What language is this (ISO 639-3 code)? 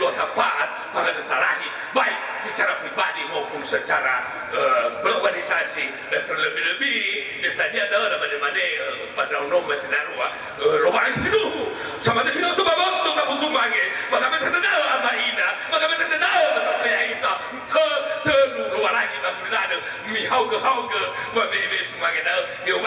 nia